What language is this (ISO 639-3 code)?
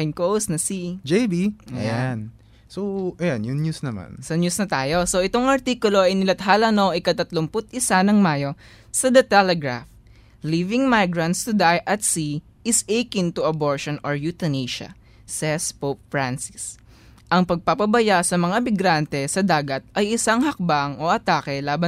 fil